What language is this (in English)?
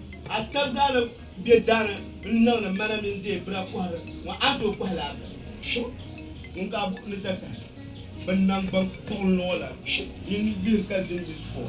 Dagbani